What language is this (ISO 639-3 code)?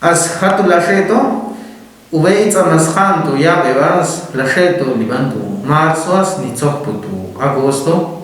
ixl